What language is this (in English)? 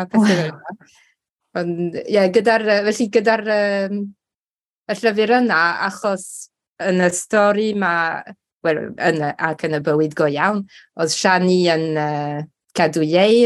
Welsh